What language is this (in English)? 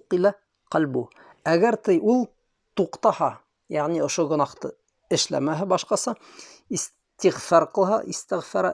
Bashkir